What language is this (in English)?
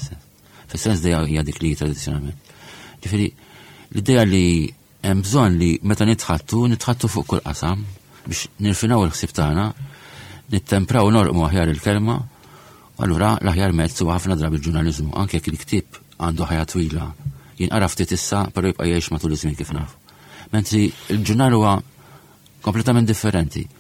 Maltese